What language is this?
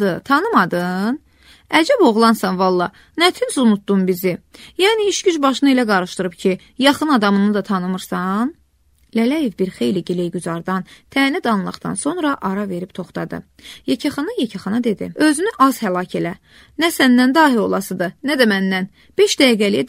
Azerbaijani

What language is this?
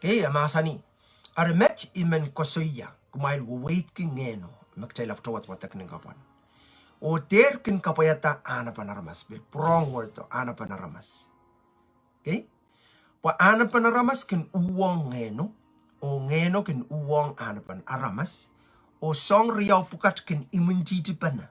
Pohnpeian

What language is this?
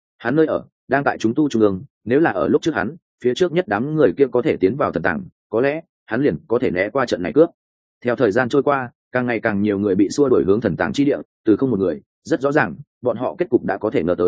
Vietnamese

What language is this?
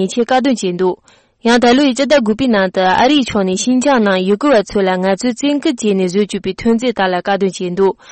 Tibetan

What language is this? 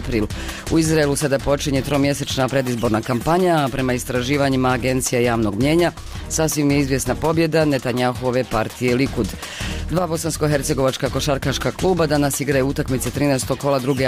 Bosnian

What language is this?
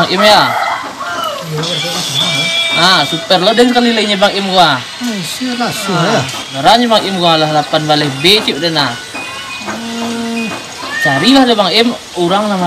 Minangkabau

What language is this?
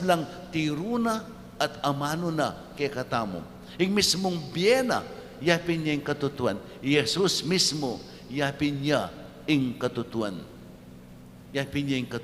Pampanga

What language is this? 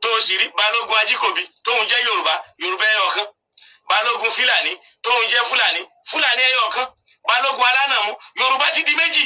Yoruba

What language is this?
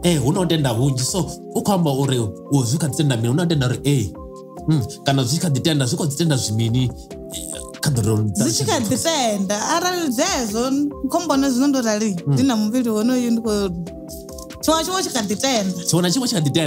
Venda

